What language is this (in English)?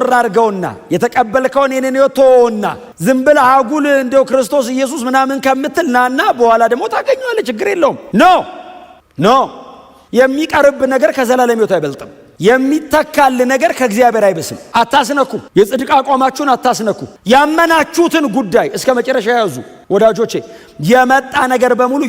Amharic